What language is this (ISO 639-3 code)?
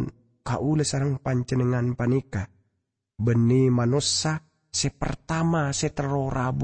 mad